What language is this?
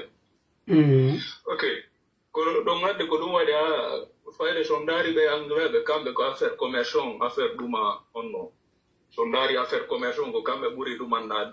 Pular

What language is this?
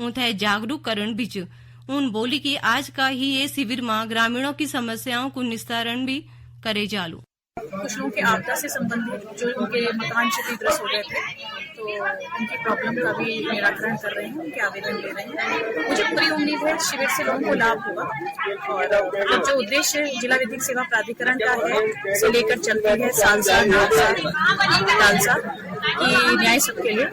Garhwali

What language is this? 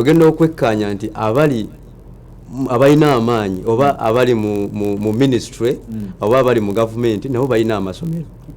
Ganda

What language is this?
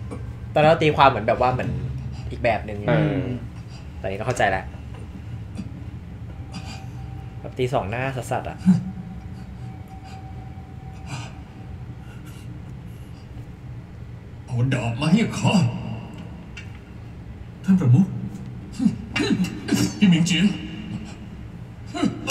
Thai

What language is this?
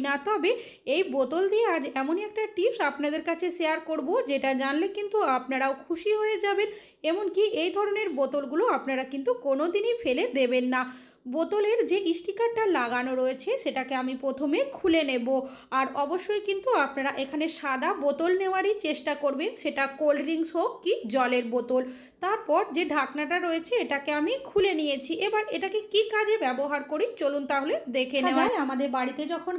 Bangla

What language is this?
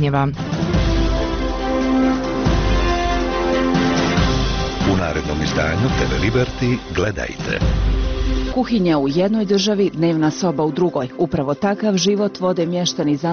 Bosnian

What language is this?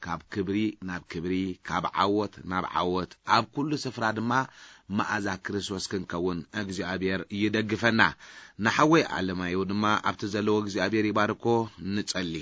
Tigrinya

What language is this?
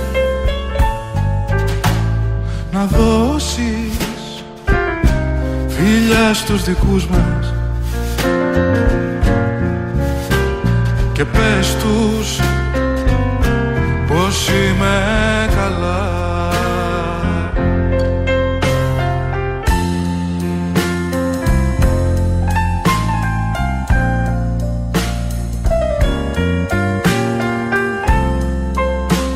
Greek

